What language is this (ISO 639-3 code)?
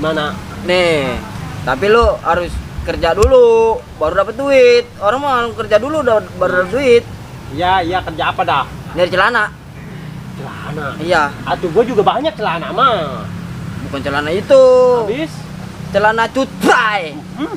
bew